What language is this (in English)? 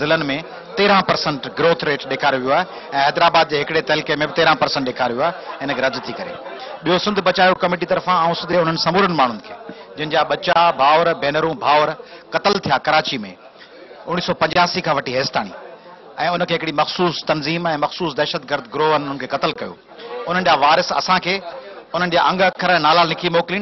Sindhi